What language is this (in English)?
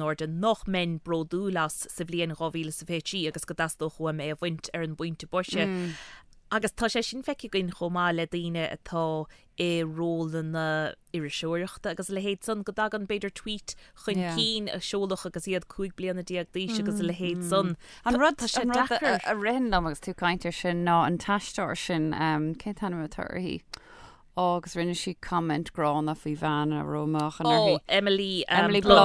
Irish